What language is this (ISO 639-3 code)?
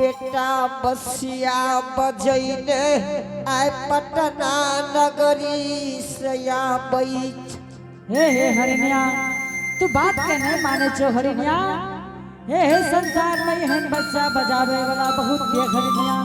anp